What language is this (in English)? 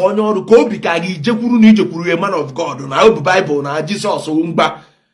Igbo